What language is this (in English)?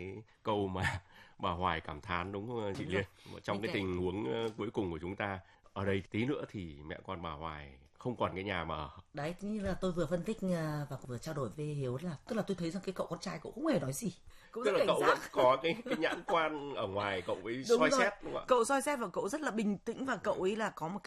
Vietnamese